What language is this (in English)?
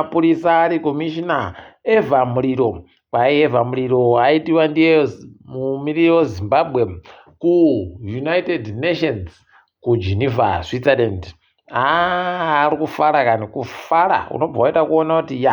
Ndau